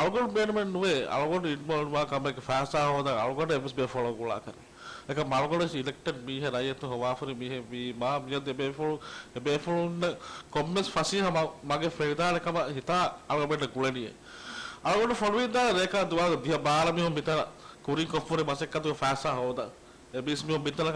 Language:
Divehi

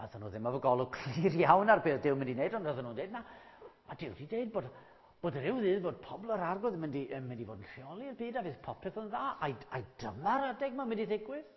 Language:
Welsh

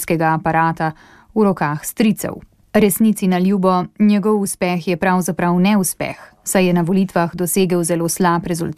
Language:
Slovenian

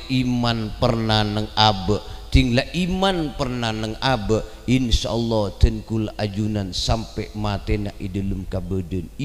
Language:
Madurese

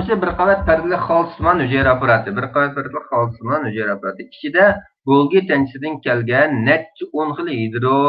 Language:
Uyghur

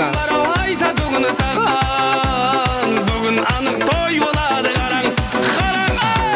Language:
Kara-Kalpak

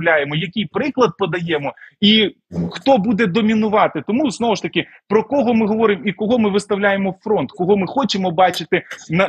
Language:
Ukrainian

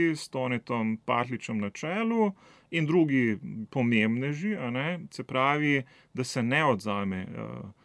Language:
Slovenian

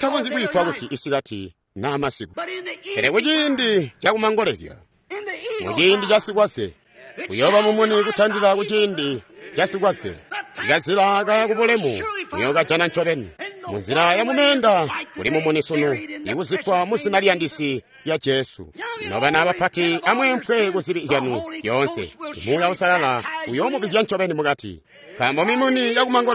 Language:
Tonga (Zambia)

